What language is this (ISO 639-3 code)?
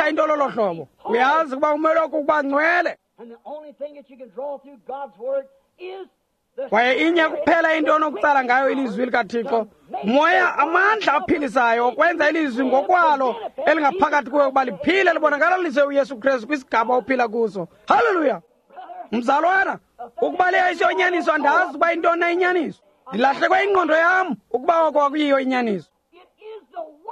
xho